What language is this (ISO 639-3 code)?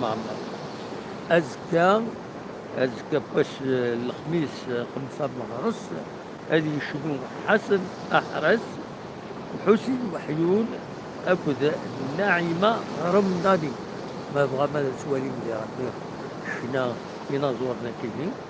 kab